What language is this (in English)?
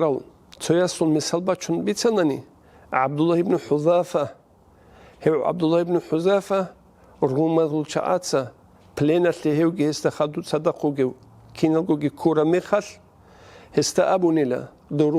Avaric